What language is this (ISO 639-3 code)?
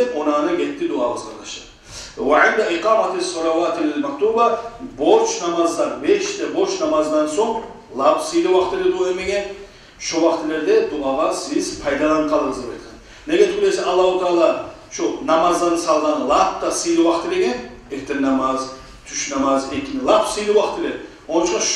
kum